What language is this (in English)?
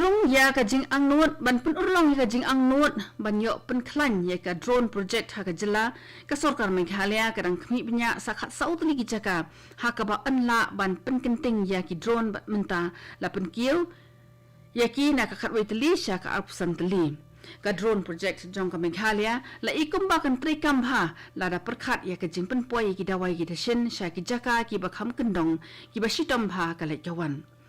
Khasi